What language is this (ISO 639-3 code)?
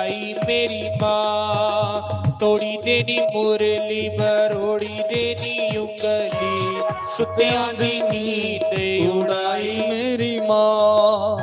doi